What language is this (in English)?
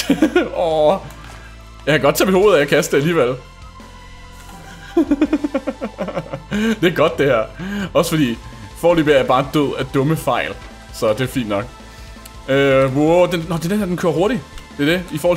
Danish